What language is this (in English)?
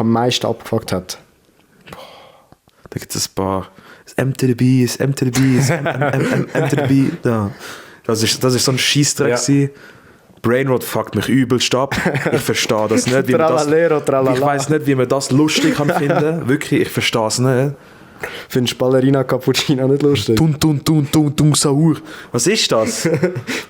Swiss German